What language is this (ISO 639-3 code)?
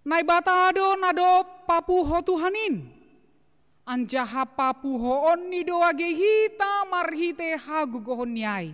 bts